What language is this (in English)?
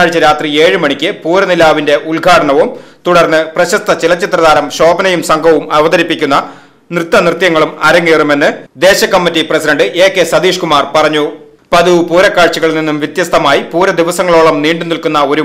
Malayalam